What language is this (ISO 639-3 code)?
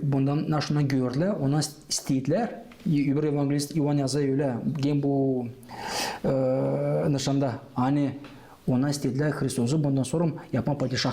gag